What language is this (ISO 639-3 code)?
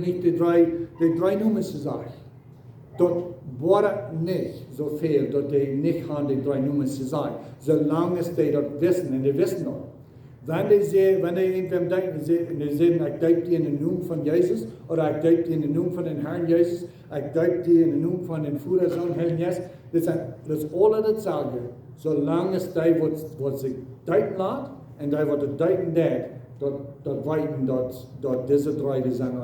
pdt